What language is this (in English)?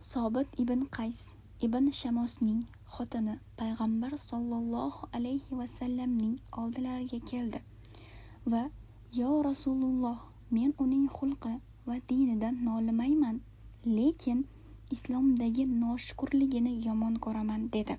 Uzbek